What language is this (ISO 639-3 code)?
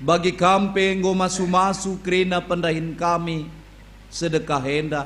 btx